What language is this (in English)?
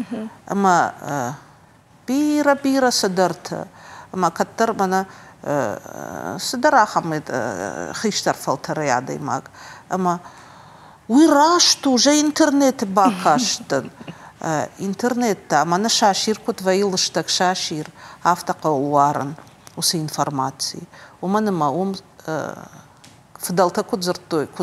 Ossetic